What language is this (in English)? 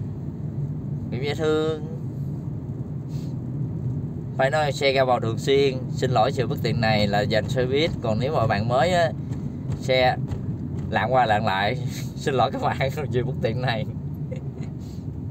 Vietnamese